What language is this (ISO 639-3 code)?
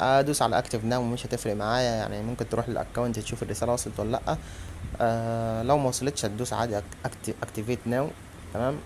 arz